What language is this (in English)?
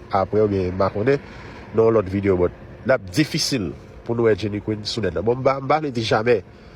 Haitian Creole